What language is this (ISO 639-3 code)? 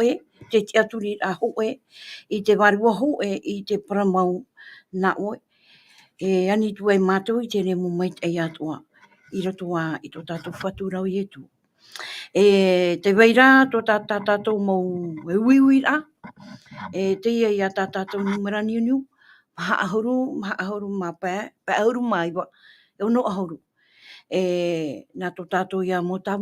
tah